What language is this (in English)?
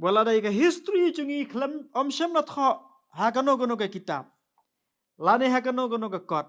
Khasi